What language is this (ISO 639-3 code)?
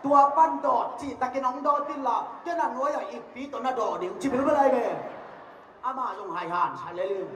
ctd